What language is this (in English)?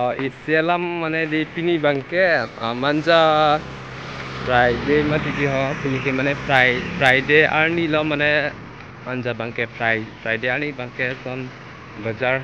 Karbi